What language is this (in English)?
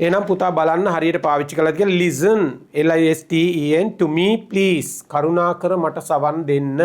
Sinhala